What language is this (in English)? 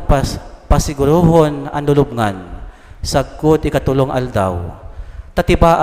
Bikol